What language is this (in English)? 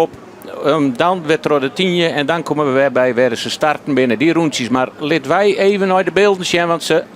Western Frisian